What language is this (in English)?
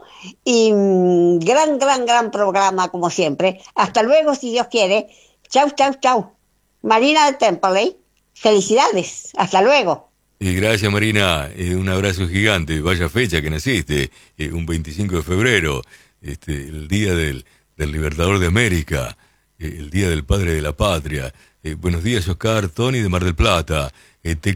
Spanish